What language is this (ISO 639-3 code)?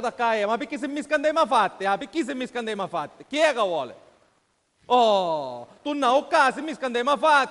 scn